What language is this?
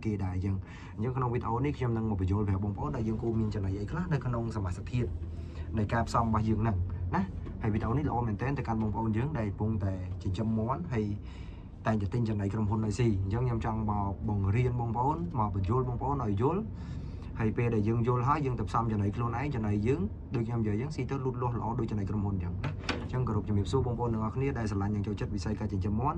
Khmer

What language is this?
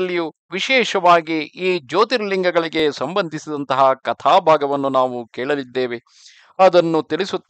Kannada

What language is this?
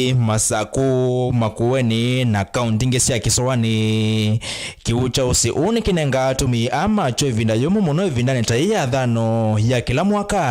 Kamba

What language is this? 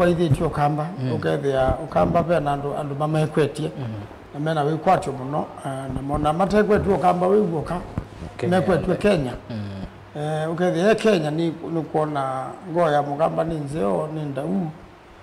Kamba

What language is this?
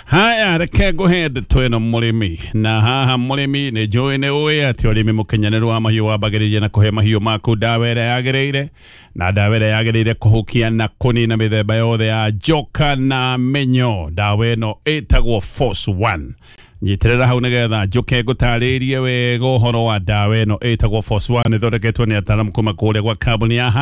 Kikuyu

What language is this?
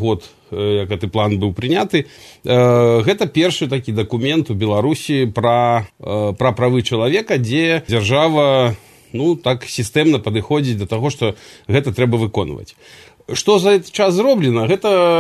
Belarusian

